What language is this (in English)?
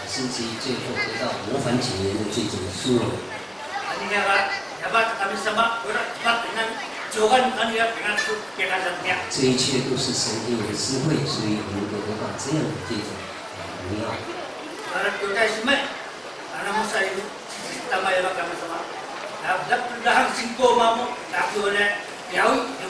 Chinese